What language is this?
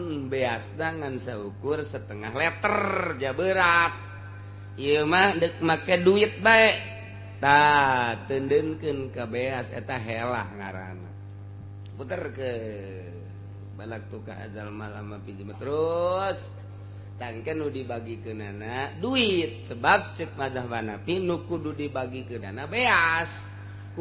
Sundanese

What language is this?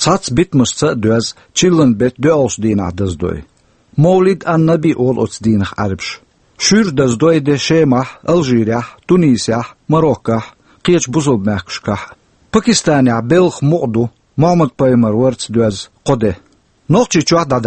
Chechen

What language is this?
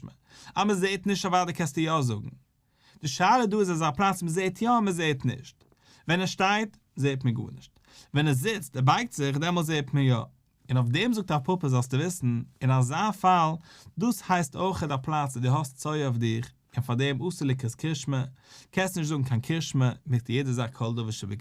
Yiddish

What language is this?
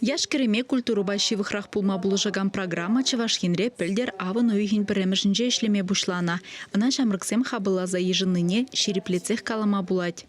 Chuvash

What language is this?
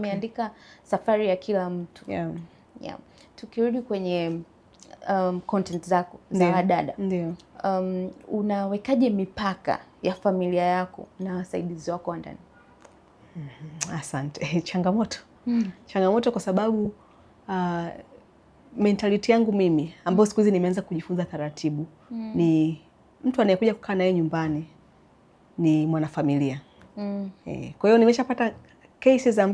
Swahili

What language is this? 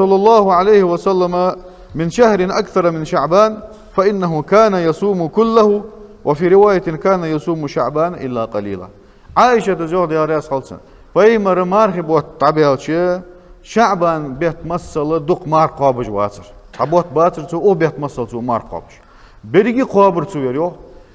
Ingush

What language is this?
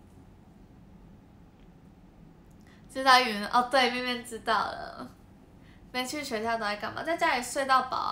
Chinese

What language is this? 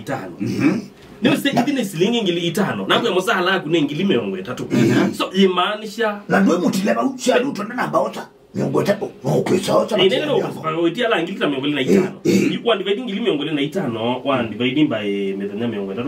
Kamba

